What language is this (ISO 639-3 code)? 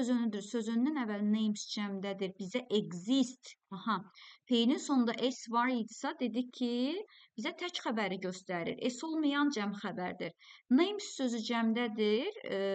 aze